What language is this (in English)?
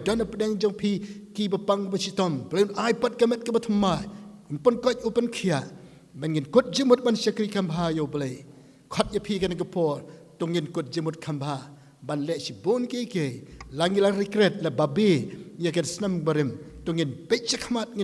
Khasi